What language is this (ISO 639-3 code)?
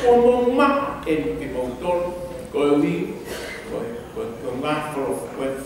ton